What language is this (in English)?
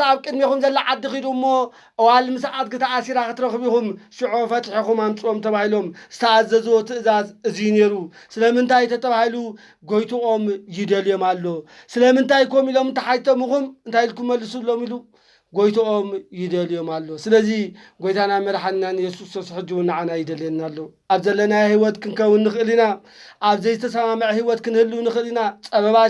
Tigrinya